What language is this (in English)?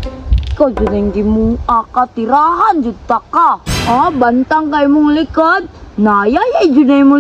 Cebuano